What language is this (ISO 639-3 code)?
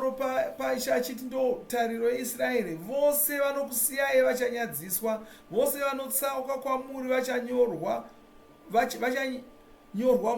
sna